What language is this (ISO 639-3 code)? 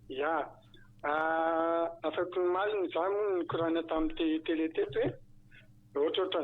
mlg